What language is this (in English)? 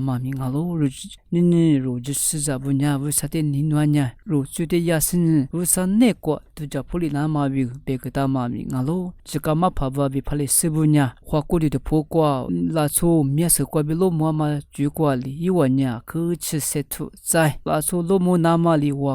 Lisu